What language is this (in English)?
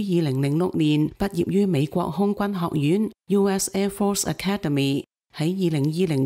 Cantonese